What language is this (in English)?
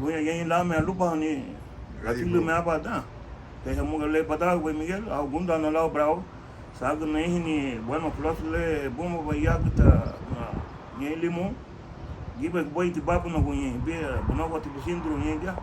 Garifuna